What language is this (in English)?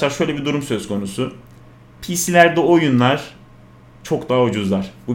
Turkish